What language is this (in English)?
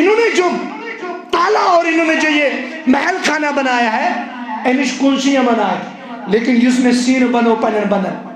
Kashmiri